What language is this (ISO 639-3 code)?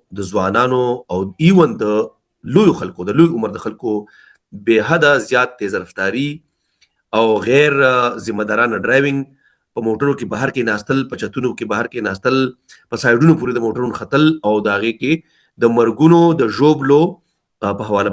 pus